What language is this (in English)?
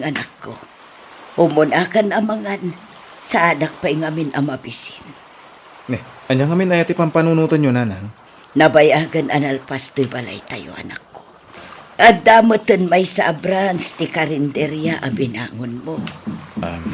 Iloko